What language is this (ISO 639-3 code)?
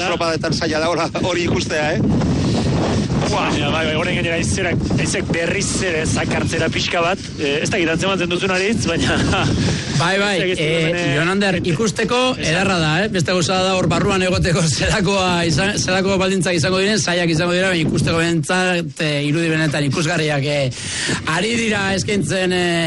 eus